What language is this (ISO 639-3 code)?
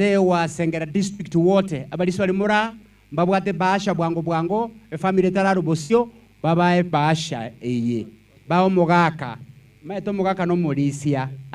guz